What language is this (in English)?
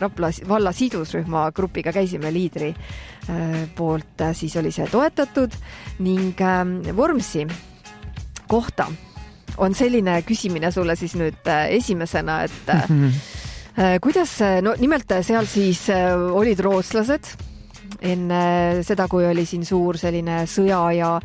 Estonian